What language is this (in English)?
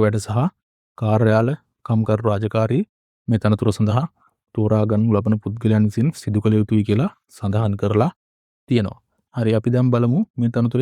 Sinhala